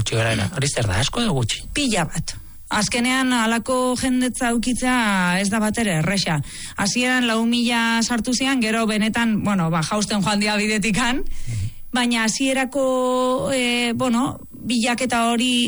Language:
Basque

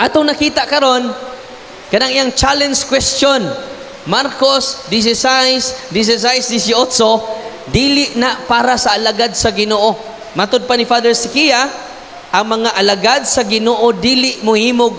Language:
Cebuano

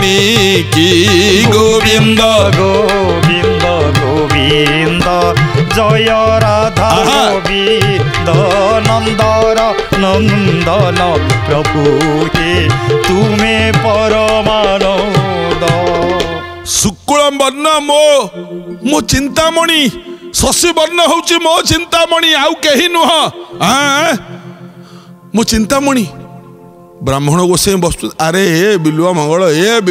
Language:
Odia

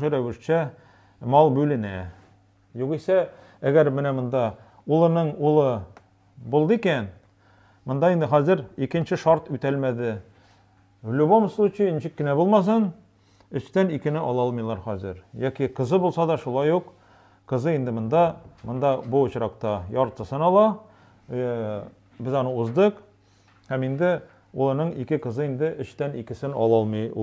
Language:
Tatar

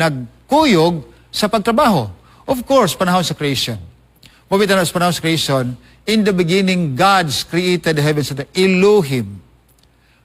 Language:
Cebuano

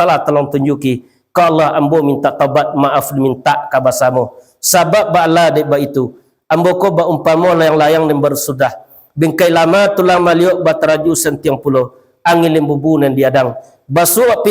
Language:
Minangkabau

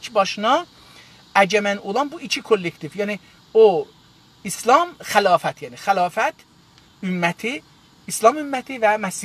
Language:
South Azerbaijani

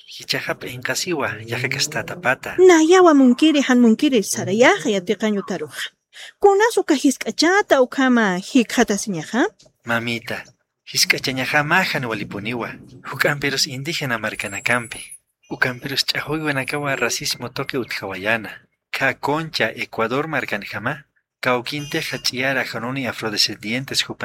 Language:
Aymara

